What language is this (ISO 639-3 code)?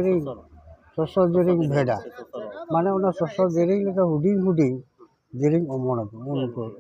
sat